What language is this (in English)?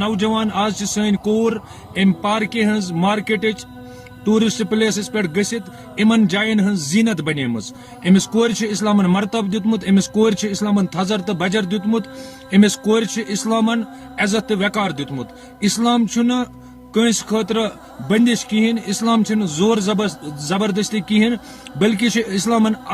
Kashmiri